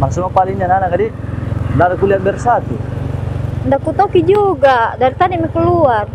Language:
Makassar Malay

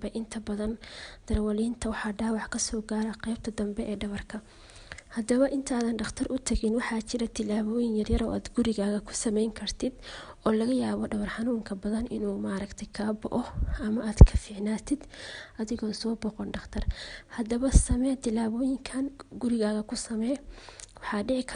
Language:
Somali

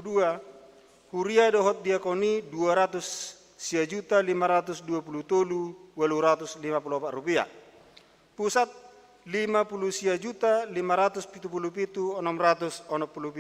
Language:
Batak Toba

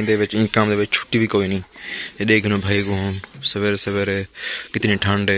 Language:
Saraiki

